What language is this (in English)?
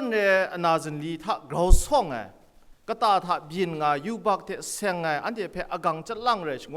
Kachin